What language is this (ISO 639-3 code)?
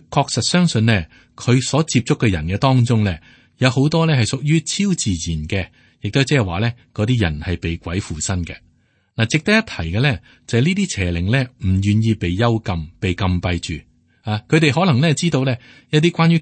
yue